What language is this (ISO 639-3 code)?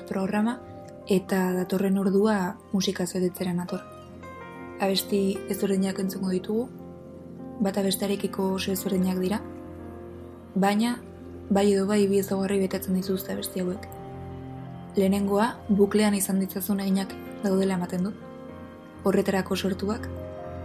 eus